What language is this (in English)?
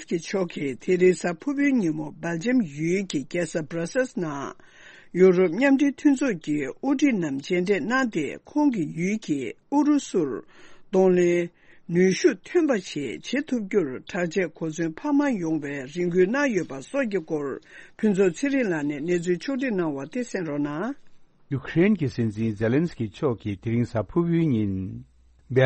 Tibetan